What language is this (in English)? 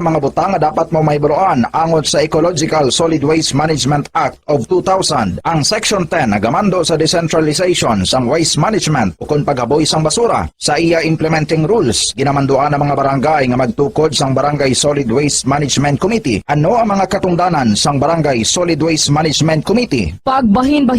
Hiligaynon